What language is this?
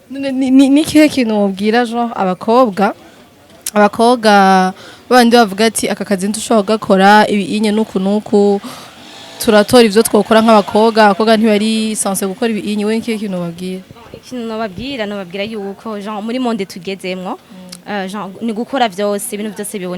Rundi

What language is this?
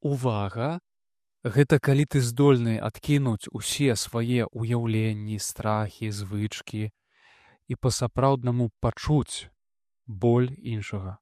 Belarusian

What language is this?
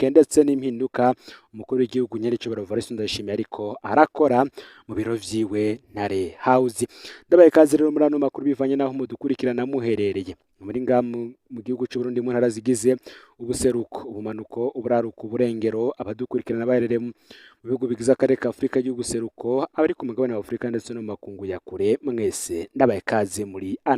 Rundi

